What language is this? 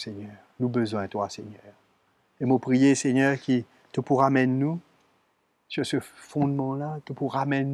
Morisyen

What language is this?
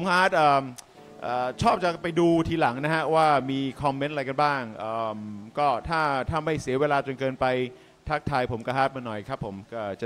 Thai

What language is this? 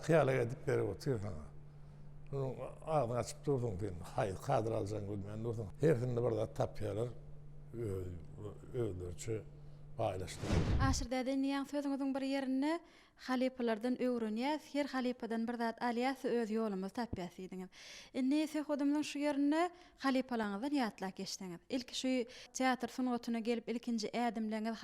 Turkmen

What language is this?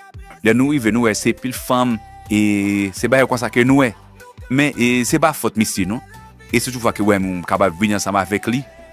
Haitian Creole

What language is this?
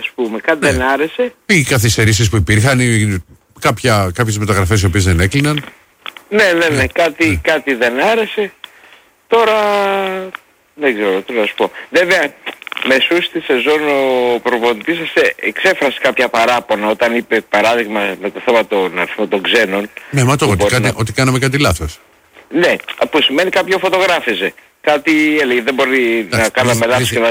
Greek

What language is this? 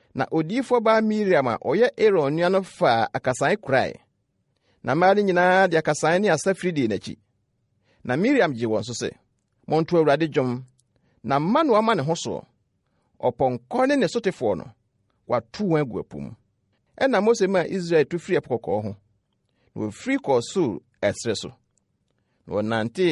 Akan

